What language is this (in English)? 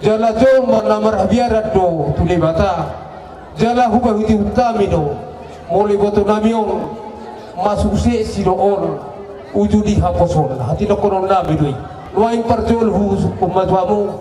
Batak Toba